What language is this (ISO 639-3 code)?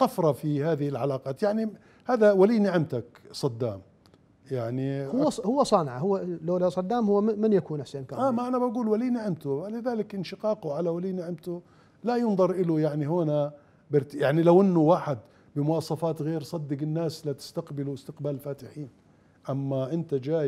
acm